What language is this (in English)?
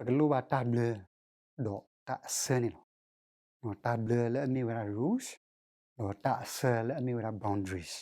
S'gaw Karen